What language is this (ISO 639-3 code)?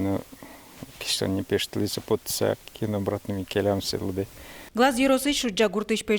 udm